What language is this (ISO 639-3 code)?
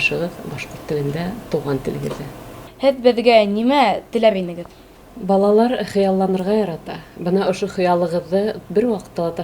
bak